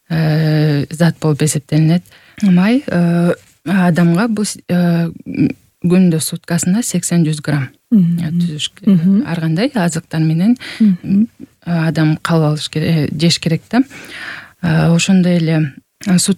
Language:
Kyrgyz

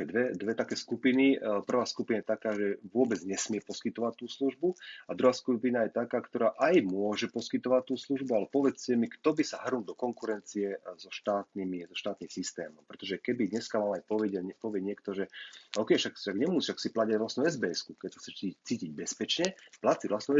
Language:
Slovak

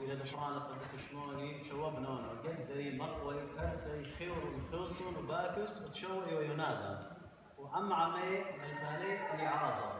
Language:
Assyrian Neo-Aramaic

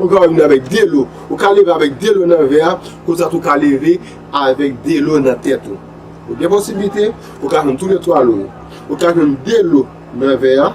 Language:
Haitian Creole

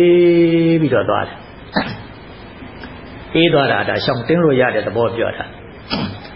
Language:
Burmese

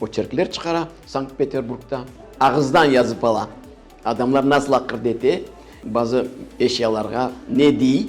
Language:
Crimean Tatar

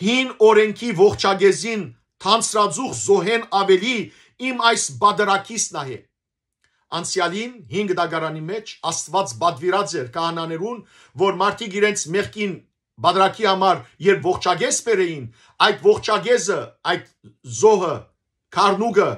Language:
Western Armenian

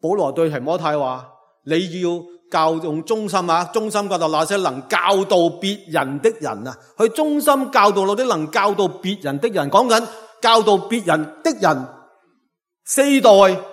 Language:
Cantonese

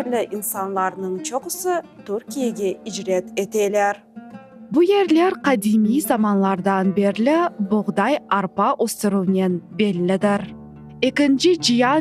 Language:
Crimean Tatar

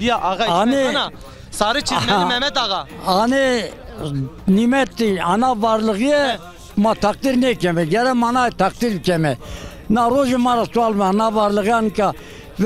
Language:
Zaza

